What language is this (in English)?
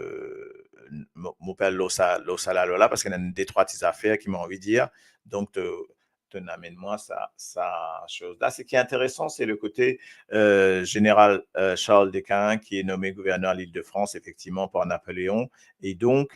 Morisyen